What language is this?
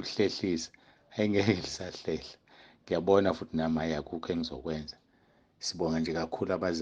Zulu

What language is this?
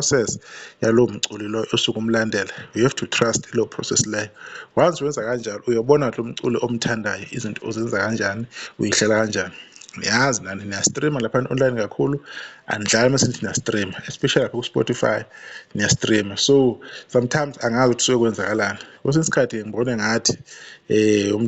Zulu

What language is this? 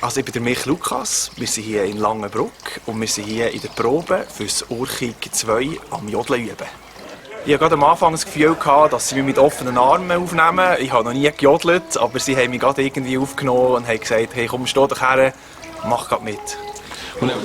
Swiss German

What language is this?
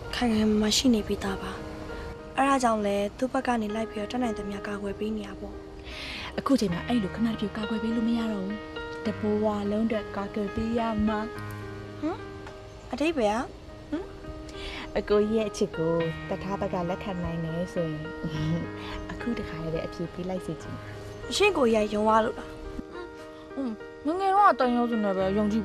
Burmese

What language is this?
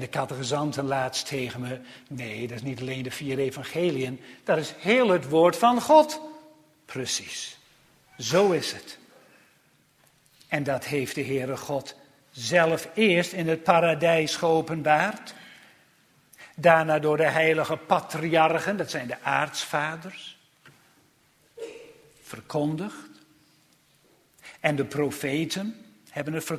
Dutch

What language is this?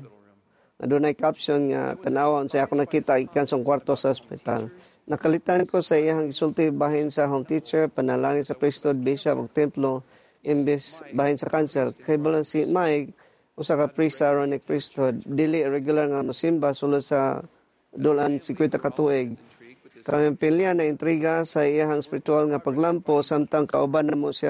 Cebuano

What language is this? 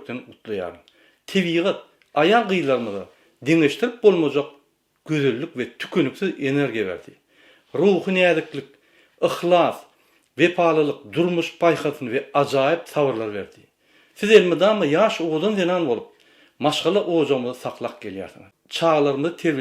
Turkmen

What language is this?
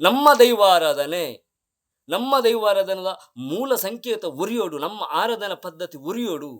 Tulu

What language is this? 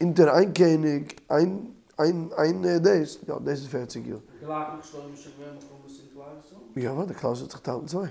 Yiddish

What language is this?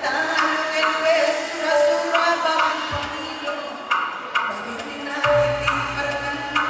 Batak Karo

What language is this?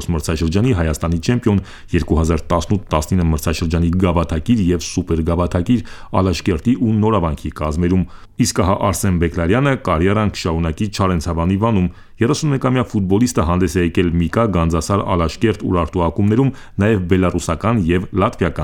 Armenian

